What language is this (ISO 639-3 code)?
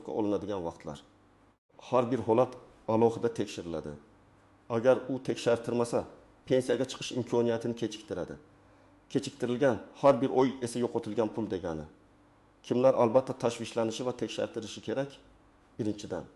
uzb